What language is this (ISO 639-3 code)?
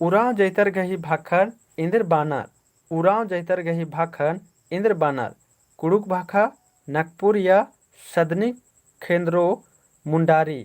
kru